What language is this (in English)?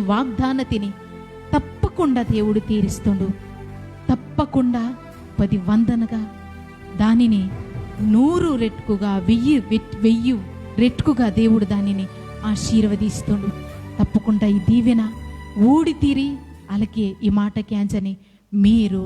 Koya